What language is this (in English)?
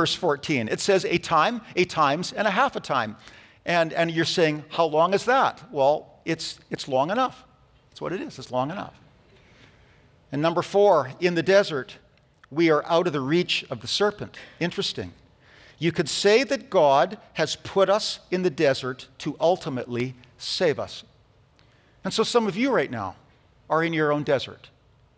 English